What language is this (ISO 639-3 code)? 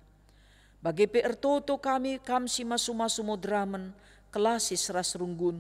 btx